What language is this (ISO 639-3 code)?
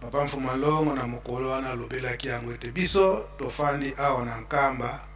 lin